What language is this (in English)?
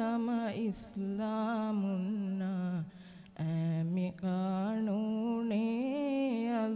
Divehi